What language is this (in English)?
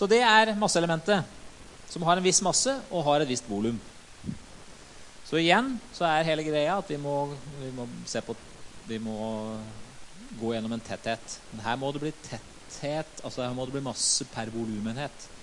Norwegian